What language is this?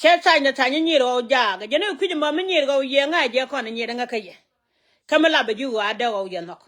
Nuer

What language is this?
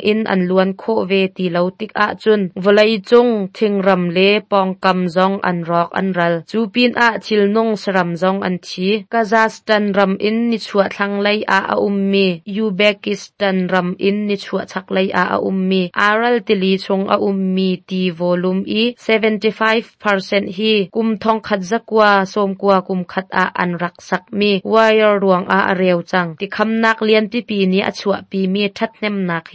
Hakha Chin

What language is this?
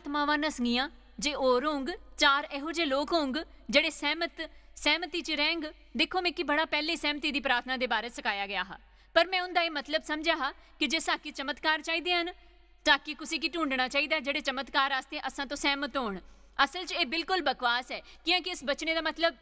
Dogri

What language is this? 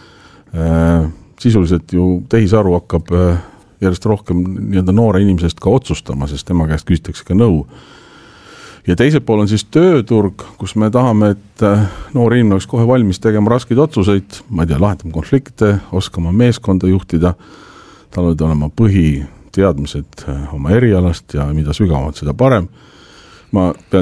Estonian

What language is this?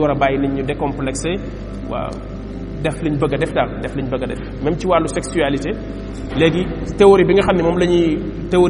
Wolof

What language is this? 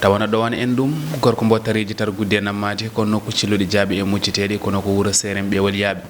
Fula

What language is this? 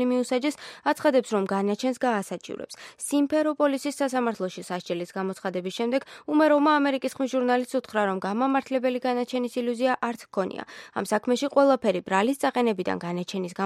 Georgian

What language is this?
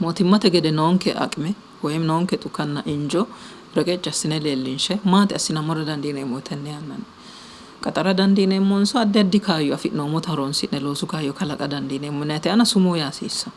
Sidamo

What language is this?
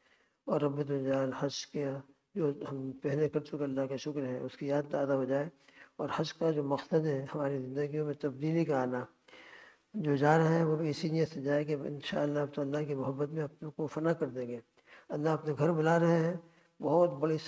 Urdu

